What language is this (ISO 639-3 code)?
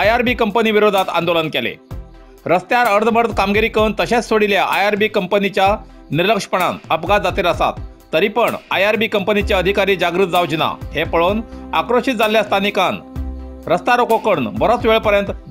kok